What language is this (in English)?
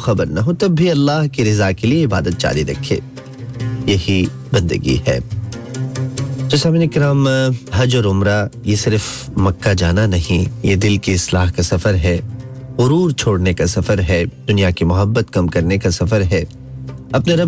Urdu